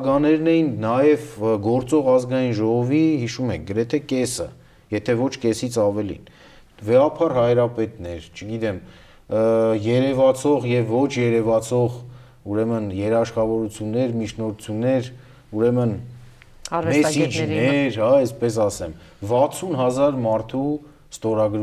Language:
Armenian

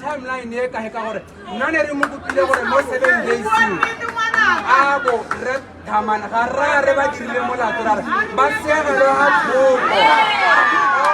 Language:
Tswana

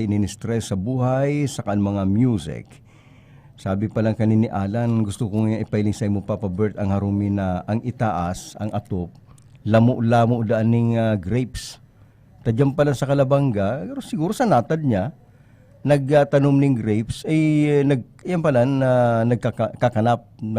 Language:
Bikol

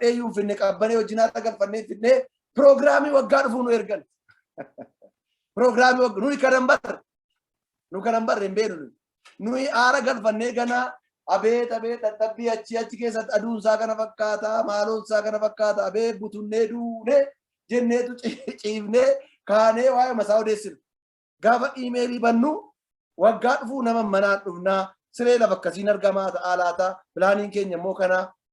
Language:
Oromo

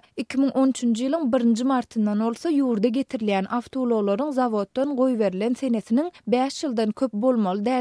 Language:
Turkmen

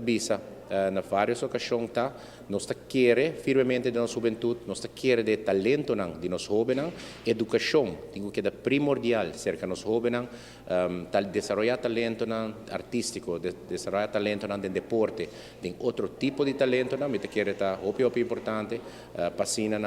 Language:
Papiamento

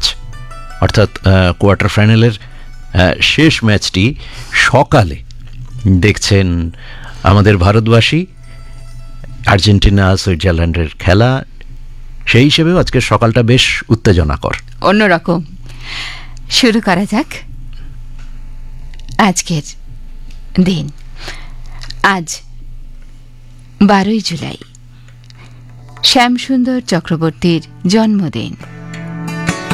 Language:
Bangla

